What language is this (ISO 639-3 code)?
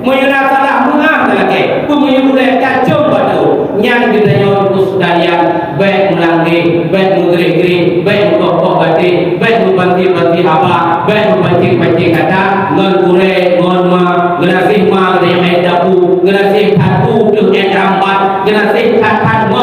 ace